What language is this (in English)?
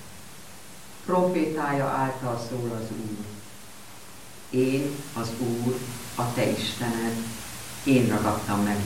Hungarian